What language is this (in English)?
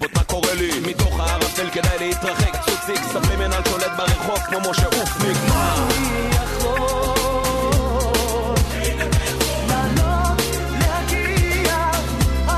Hebrew